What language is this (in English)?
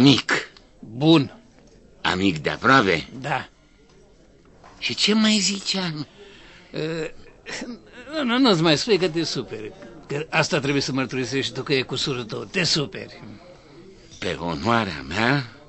Romanian